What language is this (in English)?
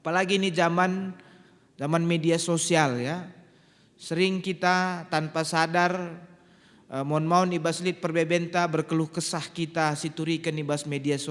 Batak Karo